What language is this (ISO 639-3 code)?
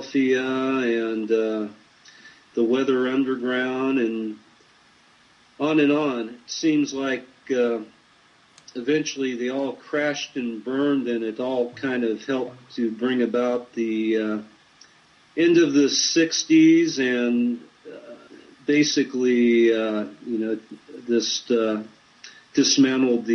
eng